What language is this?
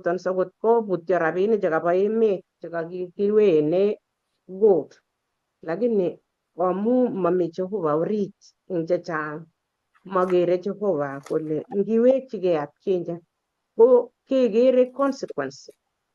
Kalenjin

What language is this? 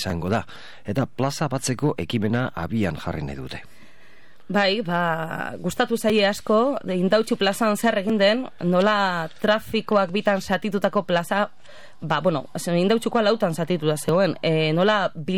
Basque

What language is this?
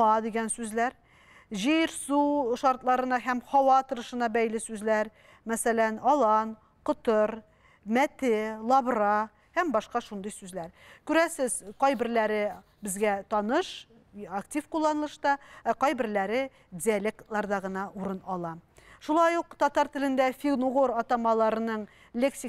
Tatar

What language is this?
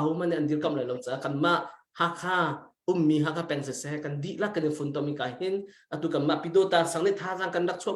Hakha Chin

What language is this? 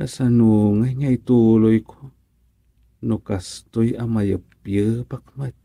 Iloko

